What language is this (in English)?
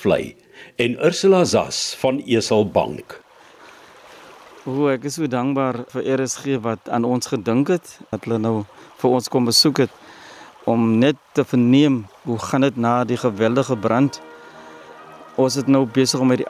Afrikaans